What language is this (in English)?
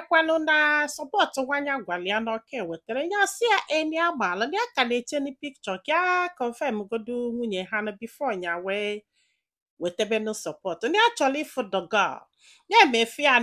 Igbo